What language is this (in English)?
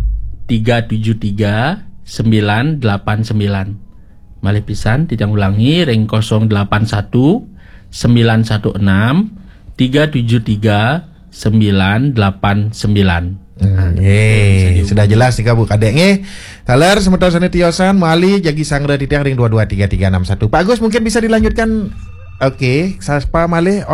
Balinese